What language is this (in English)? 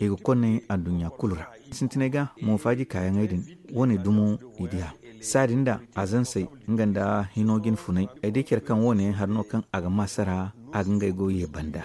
Zarma